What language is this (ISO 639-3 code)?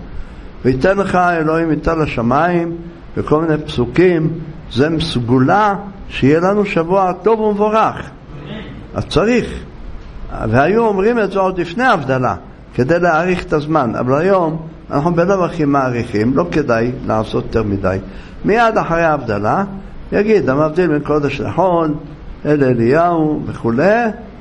heb